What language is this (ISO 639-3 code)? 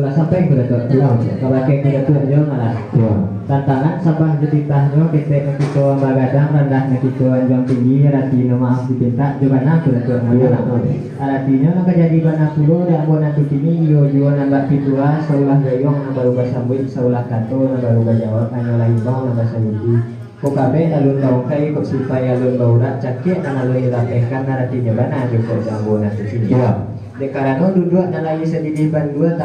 min